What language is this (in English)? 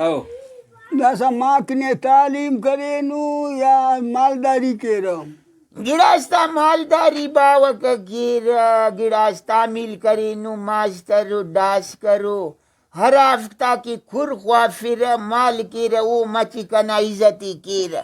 Brahui